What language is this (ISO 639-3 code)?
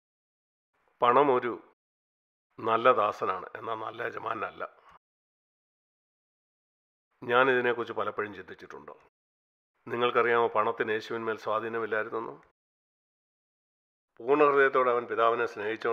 mal